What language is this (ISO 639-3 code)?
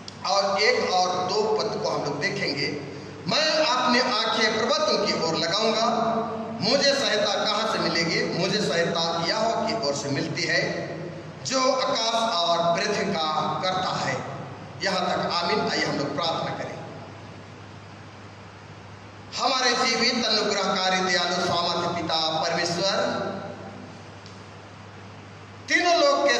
hin